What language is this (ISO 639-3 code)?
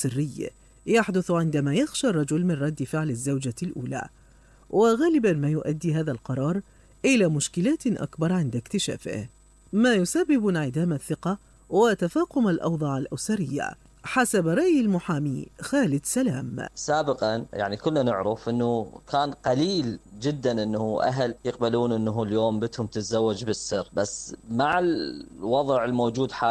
acm